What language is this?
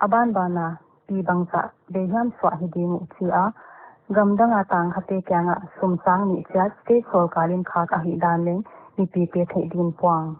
Paite Chin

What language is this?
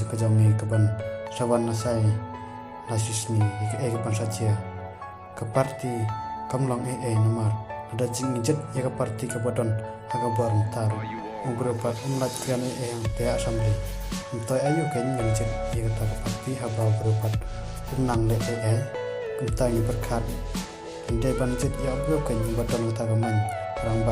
Khasi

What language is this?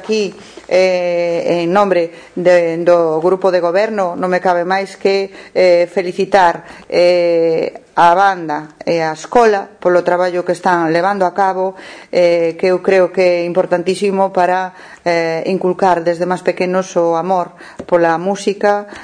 Galician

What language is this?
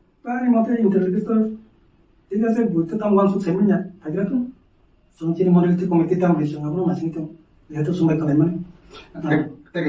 Kok Borok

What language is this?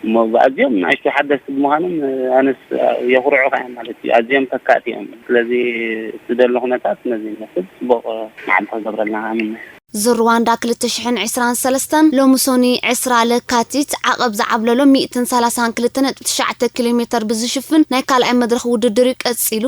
Tigrinya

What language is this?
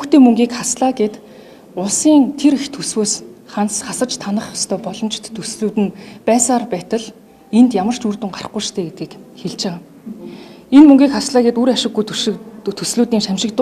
Mongolian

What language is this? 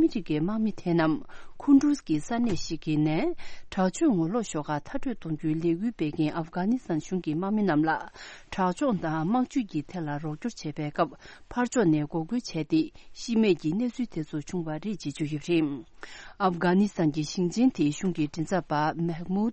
Tibetan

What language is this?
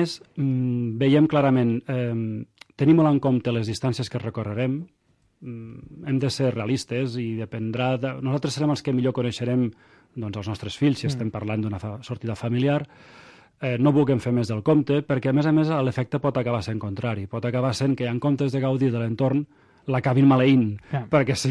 Catalan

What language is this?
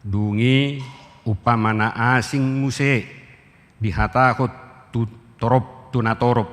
Batak Toba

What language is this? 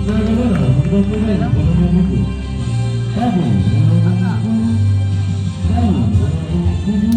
Ambonese Malay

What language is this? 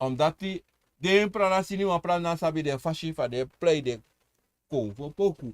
Sranan Tongo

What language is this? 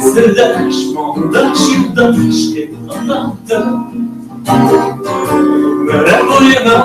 Bashkir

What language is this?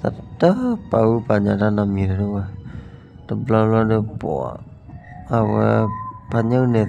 S'gaw Karen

